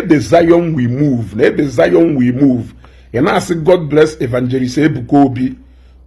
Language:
Igbo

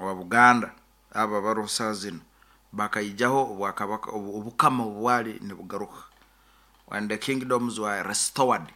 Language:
Nyoro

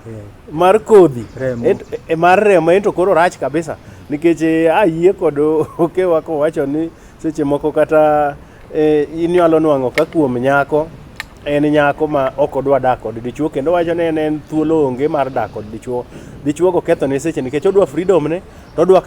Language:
Luo (Kenya and Tanzania)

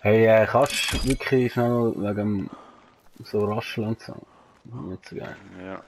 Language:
Swiss German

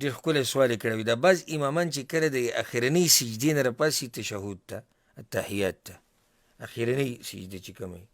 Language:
Pashto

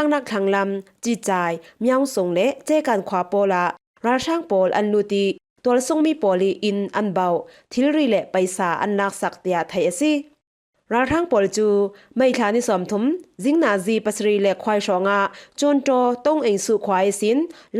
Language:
Falam Chin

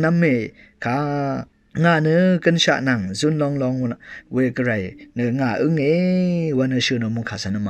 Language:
Rawang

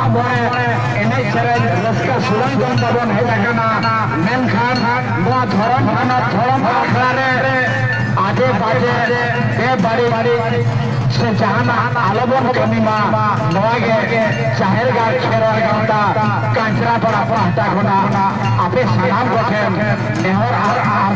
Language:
Santali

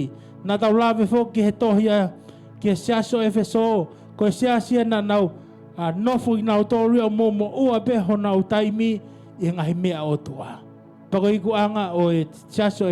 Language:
Tongan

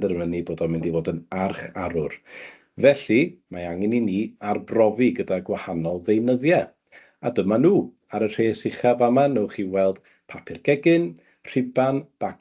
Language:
Welsh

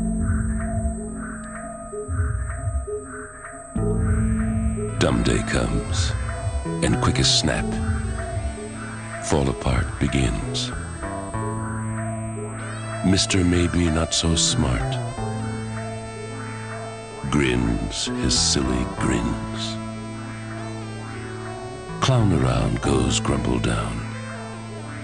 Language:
English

